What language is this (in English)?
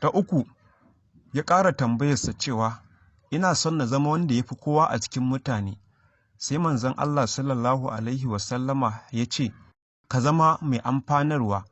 Hausa